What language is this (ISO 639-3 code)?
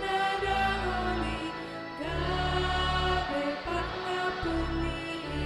bbc